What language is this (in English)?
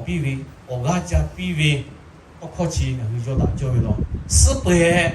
Lahu